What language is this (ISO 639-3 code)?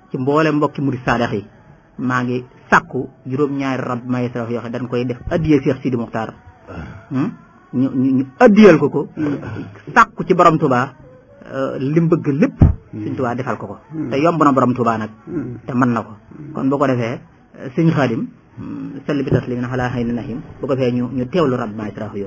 wol